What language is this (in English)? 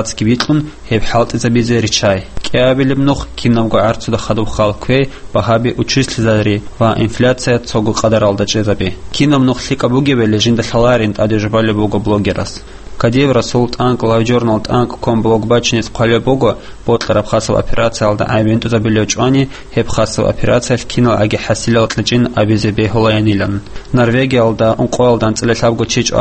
Avaric